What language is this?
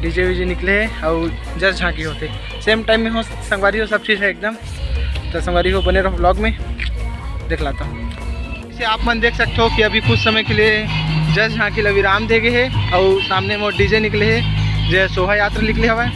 Chhattisgarhi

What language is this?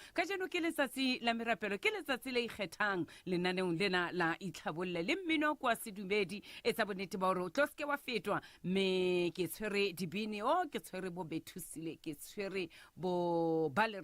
Southern Sotho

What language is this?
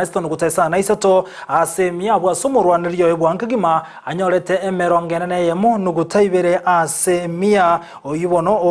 Gusii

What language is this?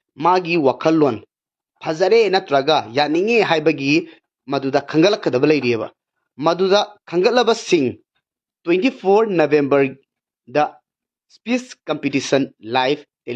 Manipuri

